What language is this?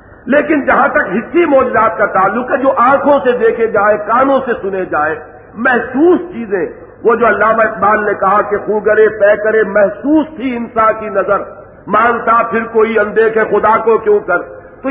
Urdu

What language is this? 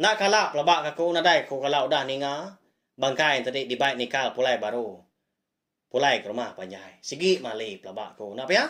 Iban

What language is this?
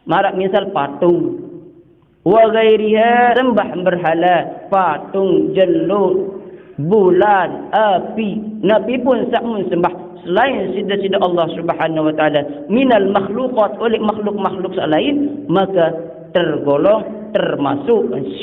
Sasak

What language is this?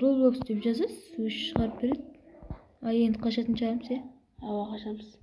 Kara-Kalpak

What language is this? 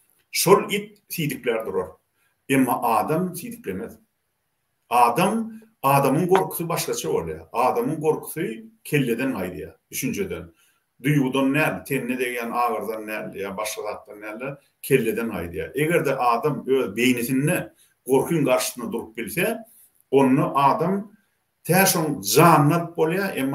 Turkmen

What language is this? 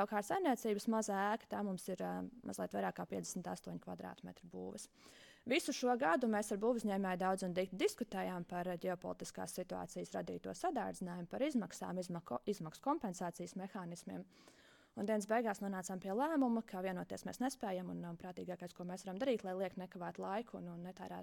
Latvian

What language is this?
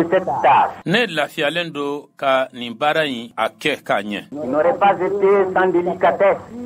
Bambara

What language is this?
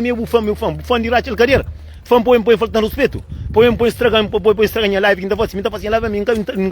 Kabuverdianu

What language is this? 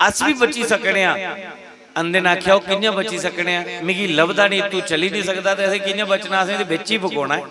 Dogri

